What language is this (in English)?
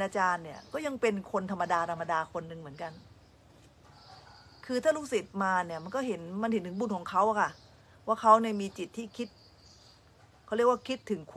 Thai